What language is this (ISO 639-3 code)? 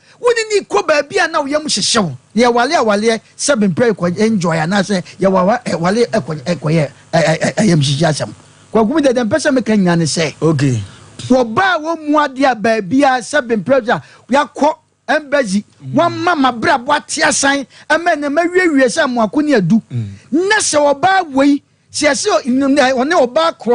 aka